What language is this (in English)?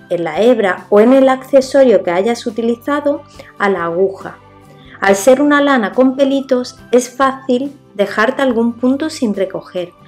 Spanish